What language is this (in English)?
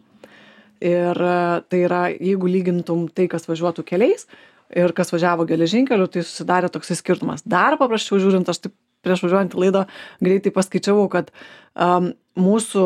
Lithuanian